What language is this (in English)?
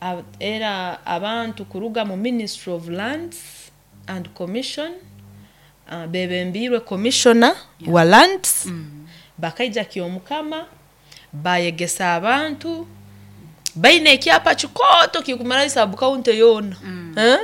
Nyoro